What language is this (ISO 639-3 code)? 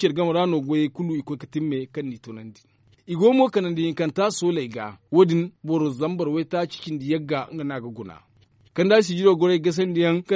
dje